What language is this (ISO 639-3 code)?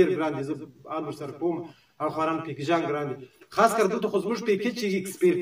pus